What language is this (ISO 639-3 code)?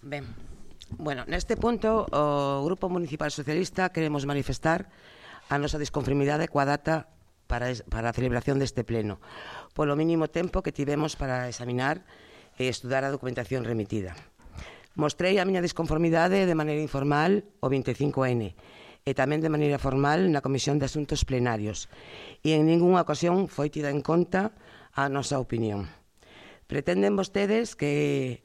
glg